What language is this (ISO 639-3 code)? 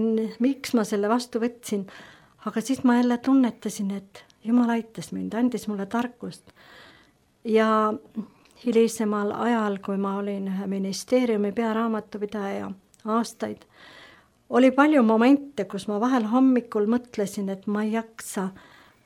est